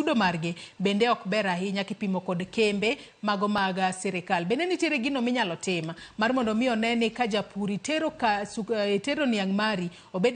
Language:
Luo (Kenya and Tanzania)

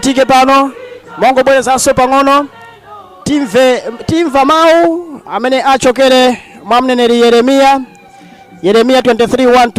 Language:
Nyanja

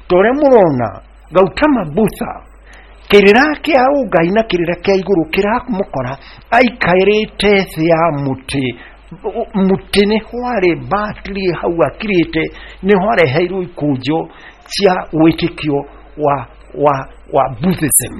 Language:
Kikuyu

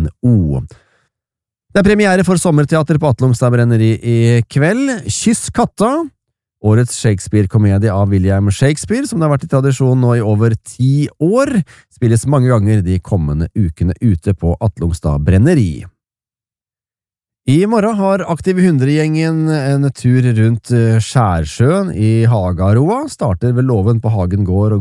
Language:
Norwegian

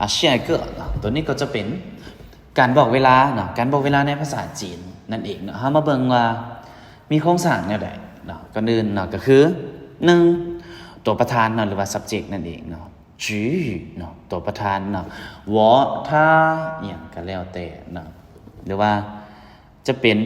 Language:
Lao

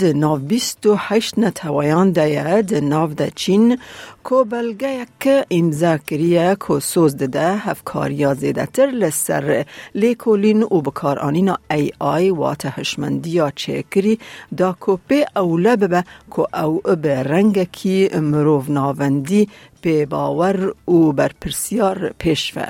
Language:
Kurdish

